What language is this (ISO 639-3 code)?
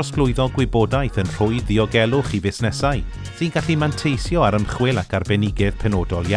cym